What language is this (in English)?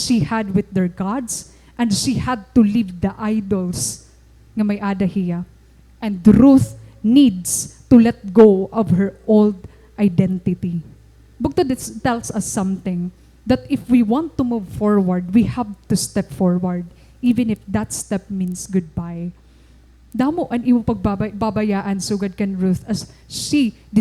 Waray